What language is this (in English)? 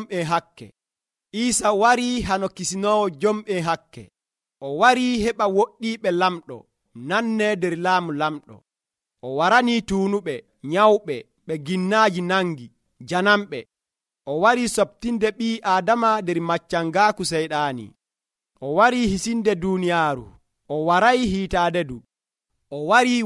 Nigerian Fulfulde